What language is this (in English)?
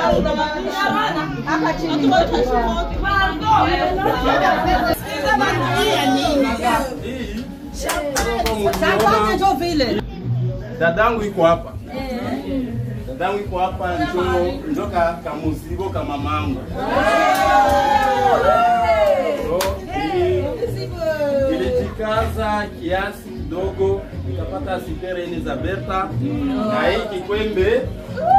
Swahili